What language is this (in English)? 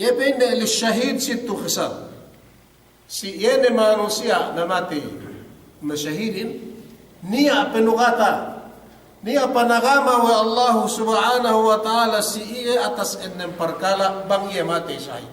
Yakan